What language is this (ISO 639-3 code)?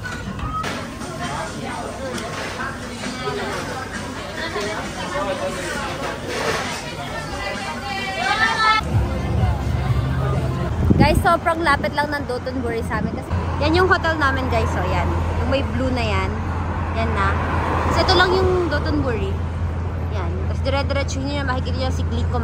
fil